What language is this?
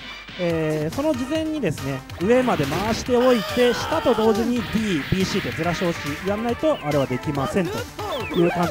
Japanese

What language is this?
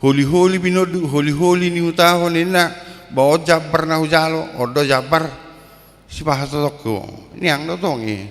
Batak Toba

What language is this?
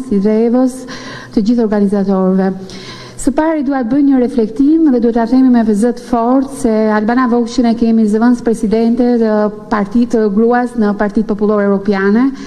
Albanian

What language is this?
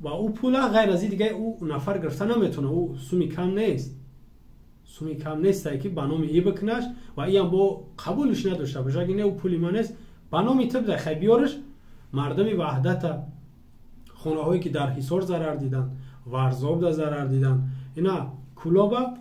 Tajik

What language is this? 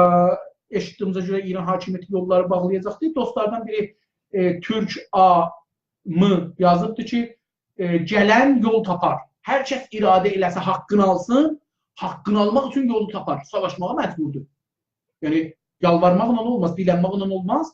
South Azerbaijani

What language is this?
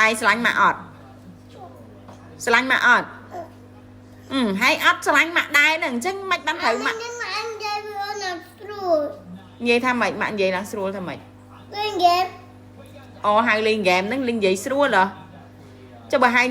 Khmer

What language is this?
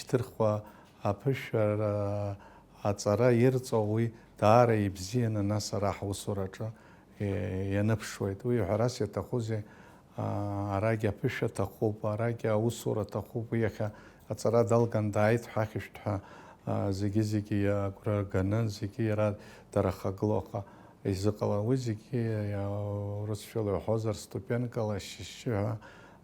Abkhazian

